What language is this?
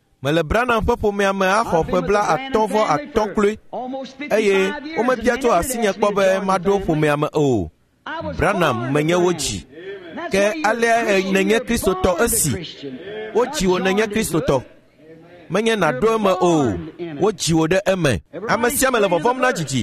Ewe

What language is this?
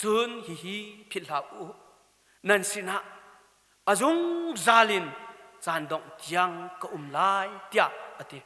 Hakha Chin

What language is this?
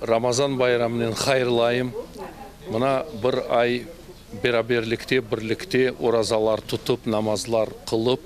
Crimean Tatar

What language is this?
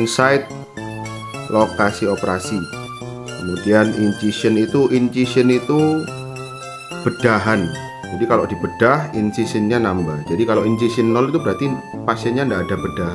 Indonesian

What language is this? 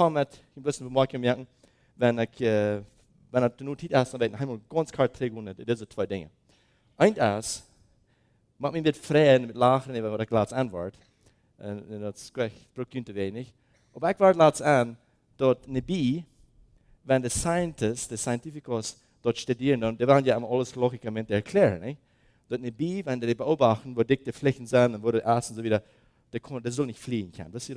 Plautdietsch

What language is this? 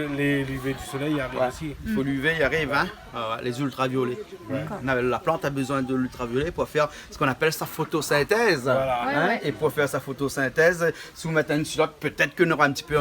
Réunion Creole French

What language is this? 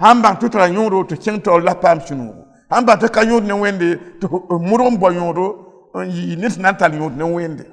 Mossi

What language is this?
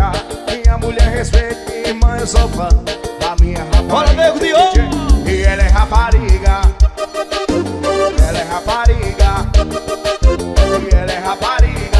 Portuguese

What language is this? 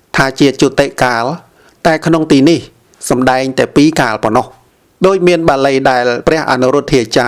Khmer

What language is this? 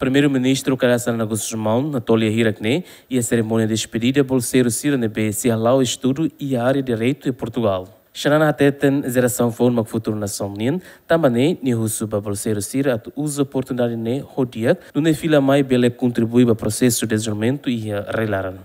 Tetum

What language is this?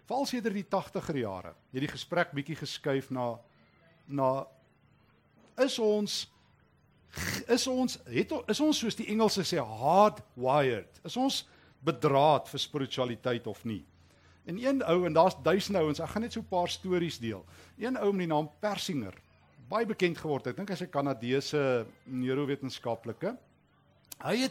Afrikaans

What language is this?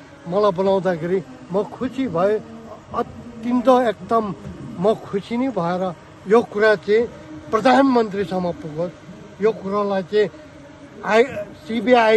Nepali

